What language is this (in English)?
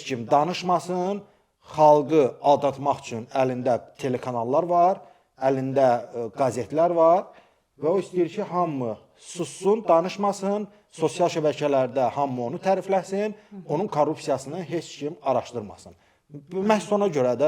Azerbaijani